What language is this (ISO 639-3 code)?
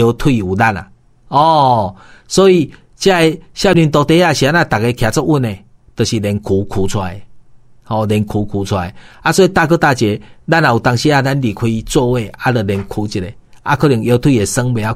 nan